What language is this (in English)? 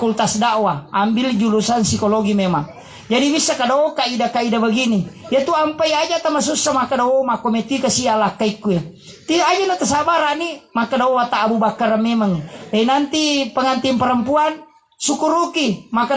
Buginese